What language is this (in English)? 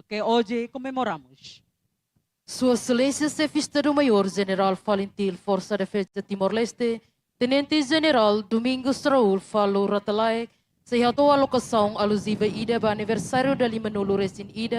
Tetum